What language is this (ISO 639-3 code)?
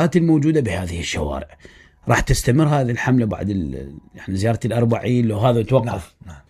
acm